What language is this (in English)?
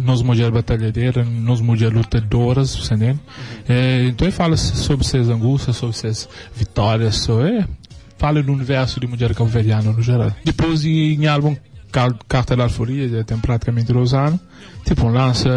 Kabuverdianu